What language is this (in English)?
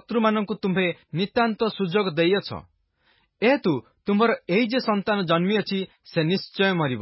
Odia